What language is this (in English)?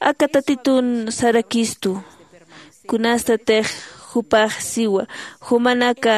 Aymara